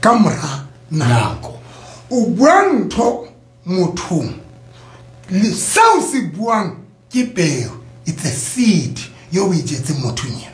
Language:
Southern Sotho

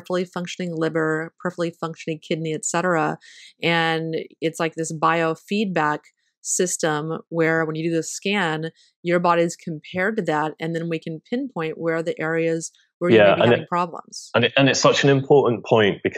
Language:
English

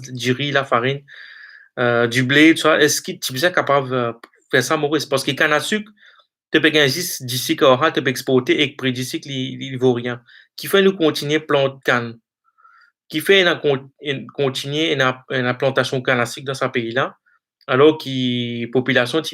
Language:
Morisyen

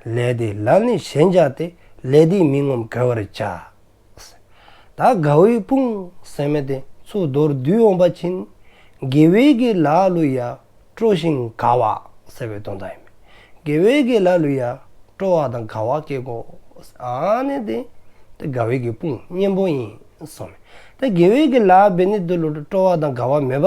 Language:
Dzongkha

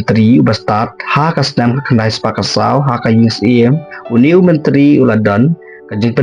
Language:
Khasi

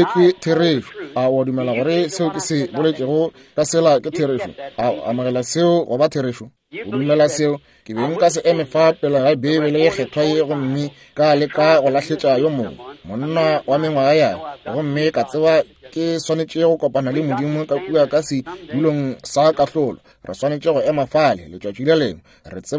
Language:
Northern Sotho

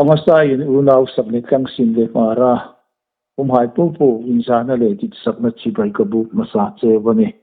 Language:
Hmar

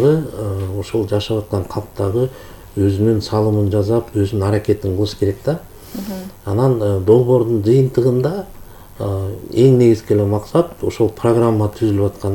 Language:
Kyrgyz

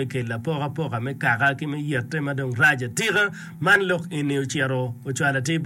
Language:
Acoli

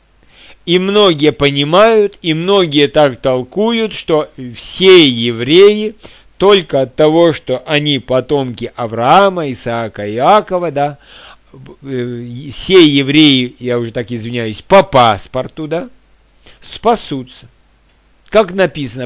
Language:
Russian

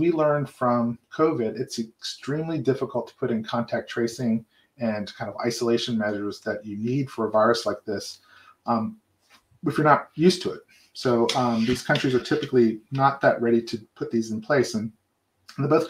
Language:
English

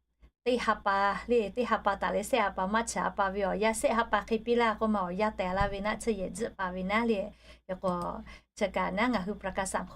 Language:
Lahu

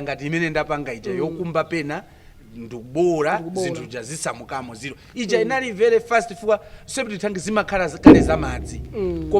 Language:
Nyanja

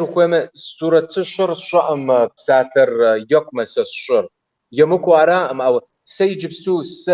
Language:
Kabardian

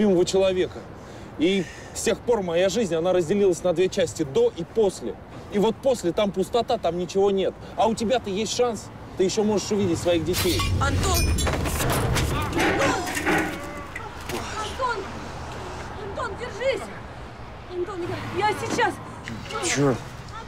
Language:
Russian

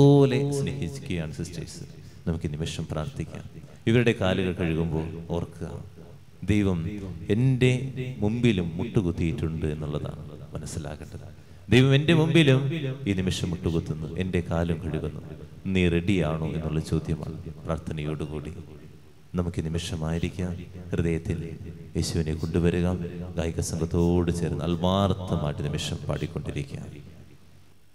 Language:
Malayalam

